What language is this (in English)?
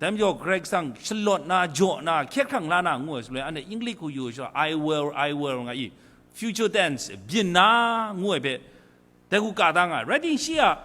Kachin